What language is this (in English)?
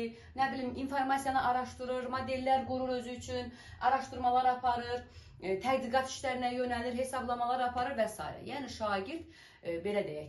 Azerbaijani